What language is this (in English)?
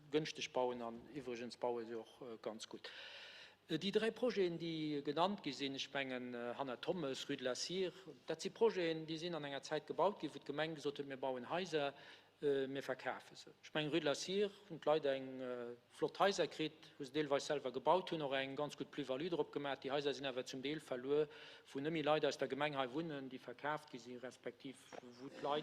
Luxembourgish